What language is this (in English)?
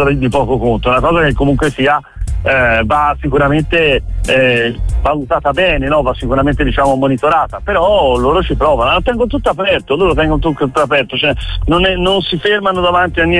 Italian